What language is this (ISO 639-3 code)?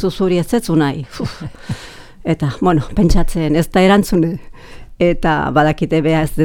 eus